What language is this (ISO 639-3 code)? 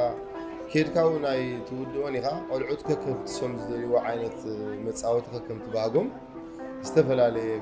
tir